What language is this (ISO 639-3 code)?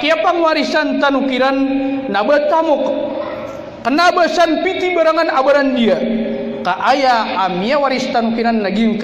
mrw